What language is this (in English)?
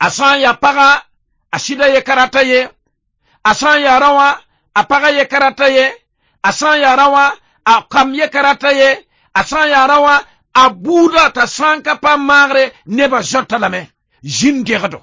Mossi